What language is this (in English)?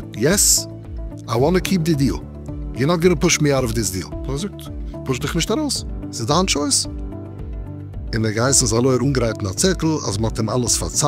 Yiddish